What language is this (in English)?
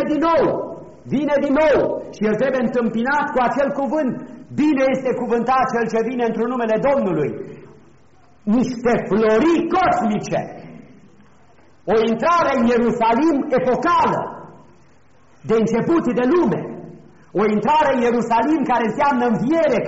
Romanian